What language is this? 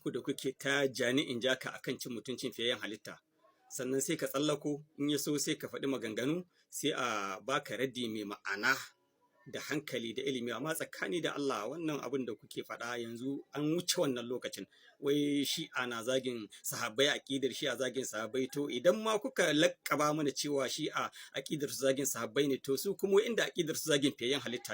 Hausa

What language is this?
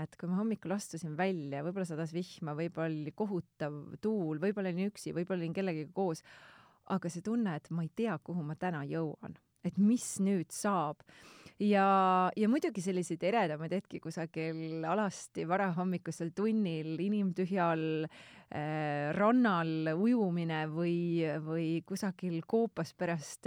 Estonian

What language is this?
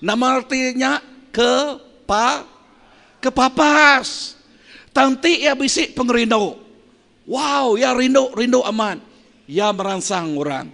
Iban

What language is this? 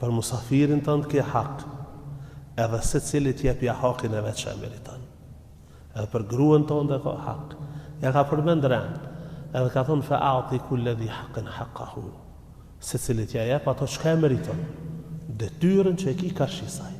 Albanian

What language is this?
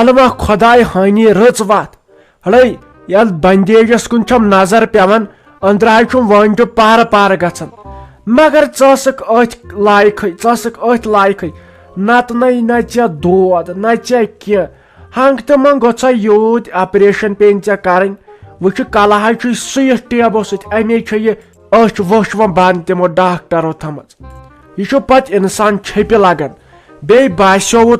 Kashmiri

